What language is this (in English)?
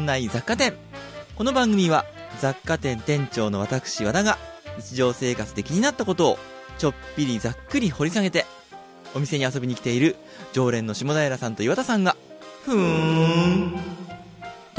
Japanese